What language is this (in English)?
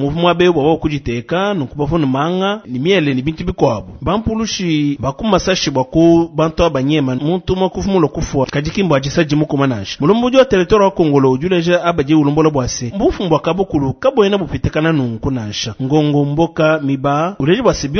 Luba-Lulua